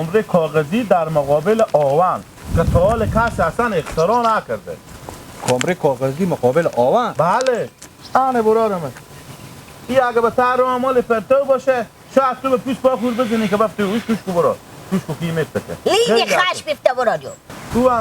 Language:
Hazaragi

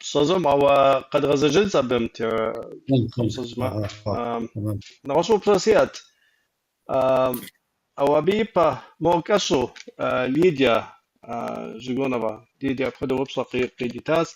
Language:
Kabardian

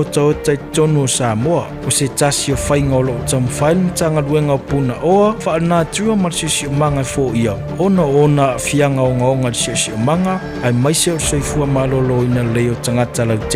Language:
Samoan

